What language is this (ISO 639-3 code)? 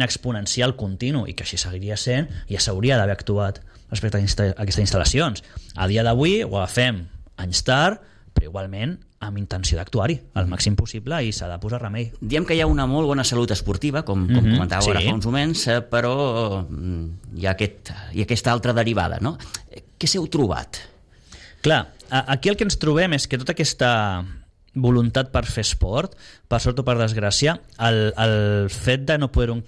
cat